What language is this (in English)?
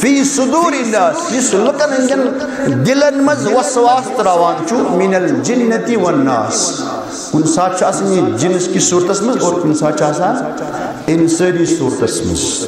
Kashmiri